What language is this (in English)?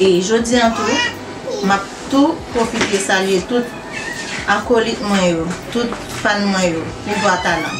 Haitian Creole